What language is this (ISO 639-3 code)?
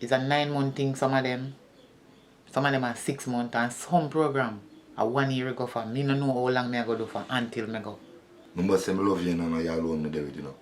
jam